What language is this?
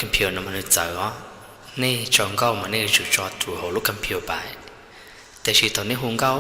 Hmong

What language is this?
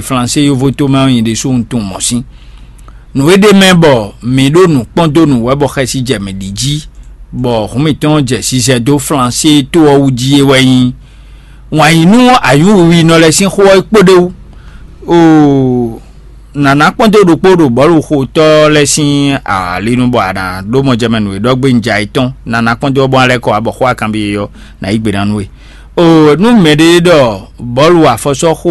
Fon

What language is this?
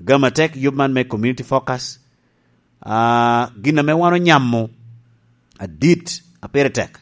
Lango (Uganda)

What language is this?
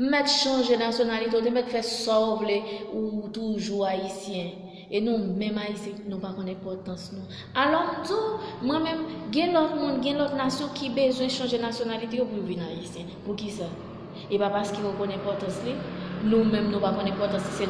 Haitian Creole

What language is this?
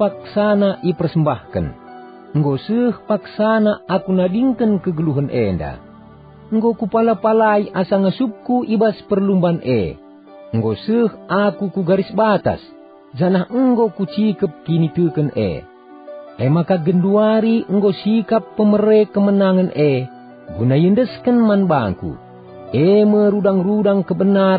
Batak Karo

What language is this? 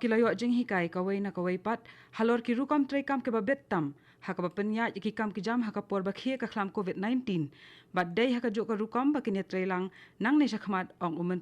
Khasi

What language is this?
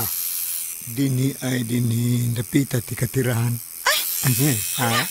Cebuano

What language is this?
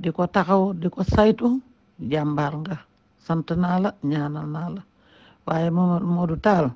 Wolof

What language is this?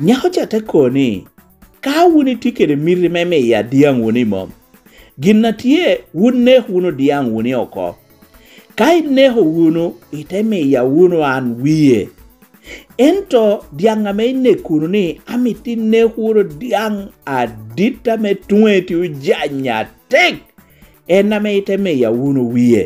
Lango (Uganda)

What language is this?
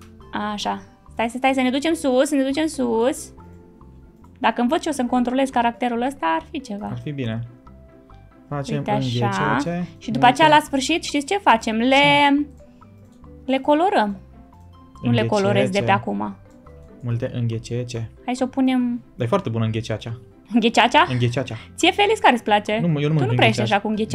Romanian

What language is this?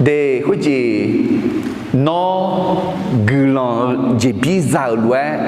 Akha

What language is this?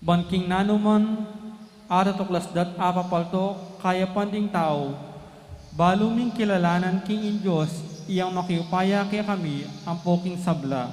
Pampanga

